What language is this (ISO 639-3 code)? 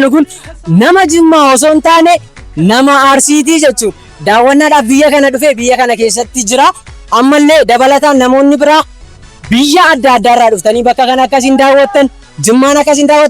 orm